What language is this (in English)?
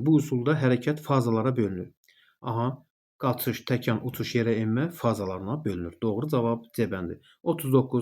Azerbaijani